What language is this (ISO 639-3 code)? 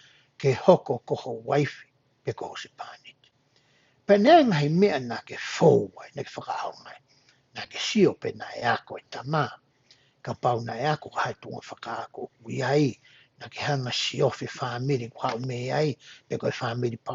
ton